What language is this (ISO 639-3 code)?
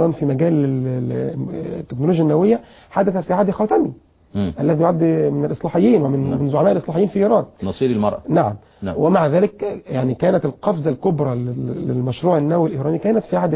ara